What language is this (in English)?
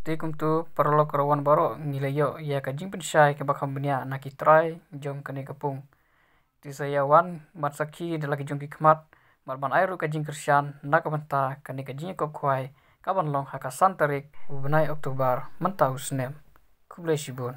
Khasi